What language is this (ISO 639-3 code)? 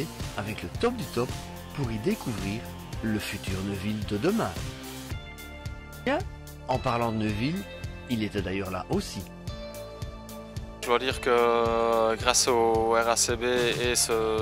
fra